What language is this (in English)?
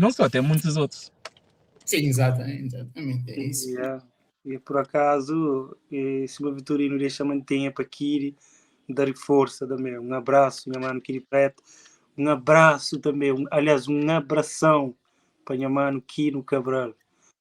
Kabuverdianu